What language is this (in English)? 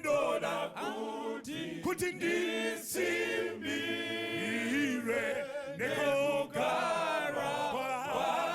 Shona